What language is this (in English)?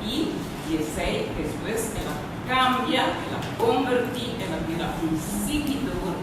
Papiamento